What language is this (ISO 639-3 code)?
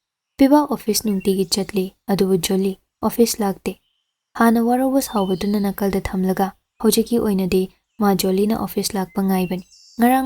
mni